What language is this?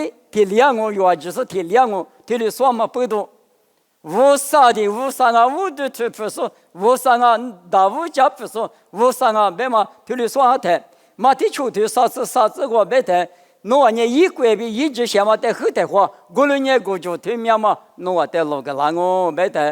Lisu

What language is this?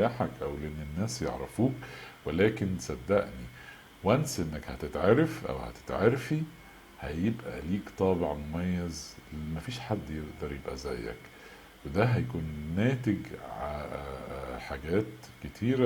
Egyptian Arabic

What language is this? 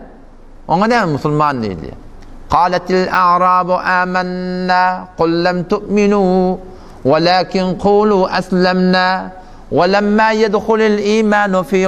Turkmen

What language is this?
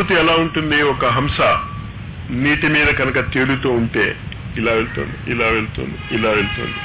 Telugu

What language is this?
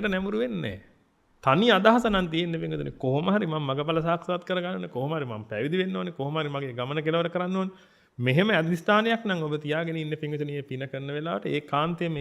Sinhala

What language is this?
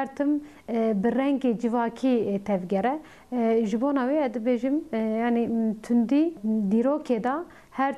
Kurdish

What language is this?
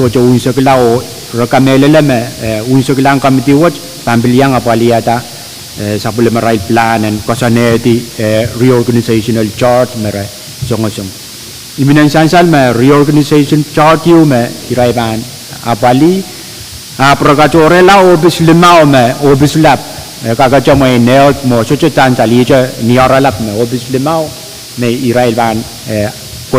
Pohnpeian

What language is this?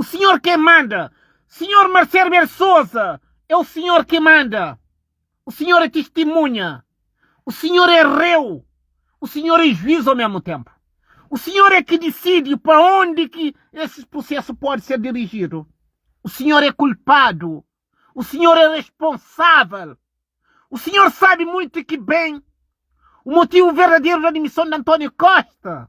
Kabuverdianu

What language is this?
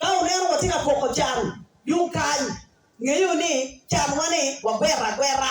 Acoli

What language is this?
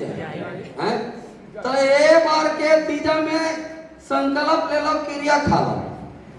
Chhattisgarhi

